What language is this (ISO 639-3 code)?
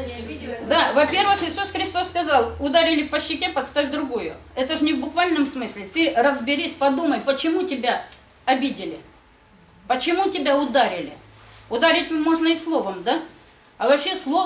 rus